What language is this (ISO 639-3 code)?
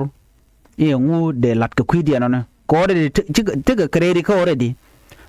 nus